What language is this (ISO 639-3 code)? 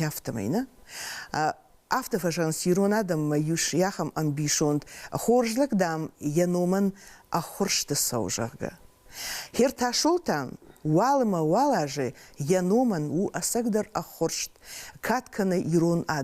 oss